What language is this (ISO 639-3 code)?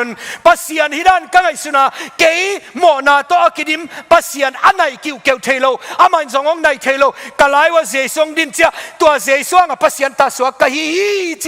ctd